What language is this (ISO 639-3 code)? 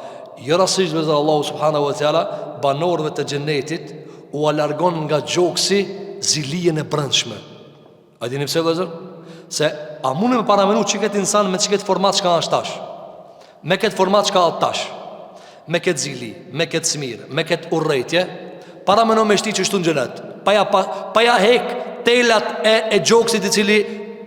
sqi